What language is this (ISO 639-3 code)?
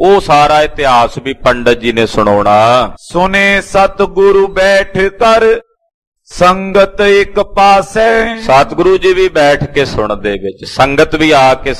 pan